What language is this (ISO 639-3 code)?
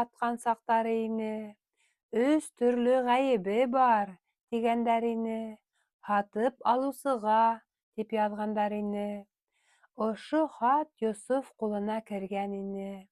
bak